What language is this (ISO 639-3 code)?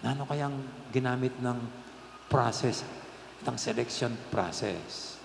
pam